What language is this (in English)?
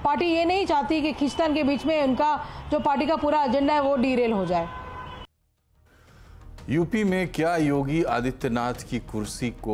Hindi